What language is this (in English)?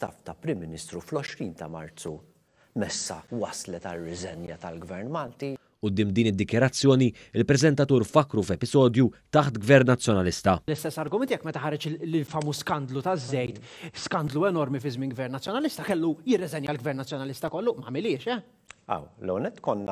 Maltese